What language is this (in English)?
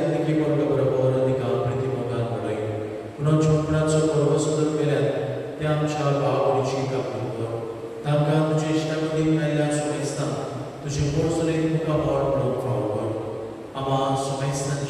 Konkani